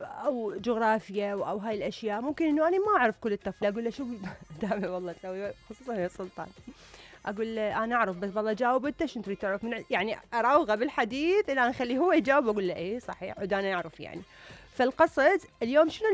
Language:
Mesopotamian Arabic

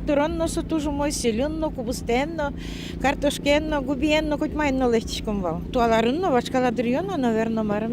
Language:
Udmurt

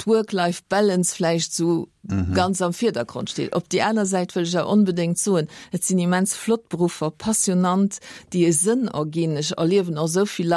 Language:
Luxembourgish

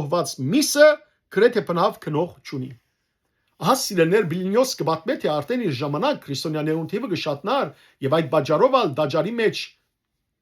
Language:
Western Armenian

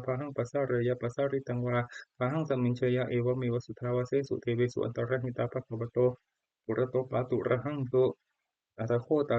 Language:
Pali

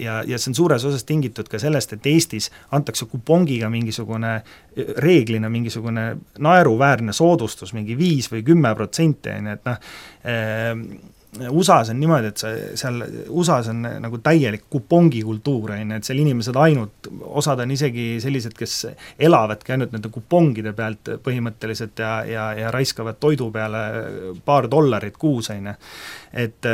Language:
Estonian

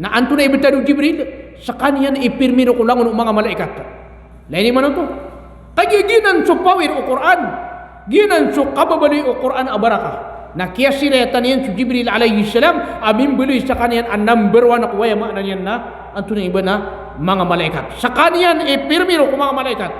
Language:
Maranao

